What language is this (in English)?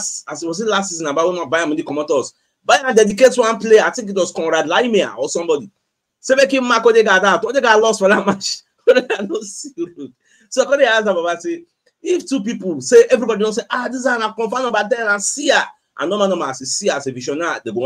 Nigerian Pidgin